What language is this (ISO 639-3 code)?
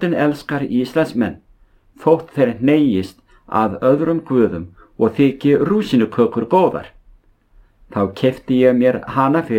isl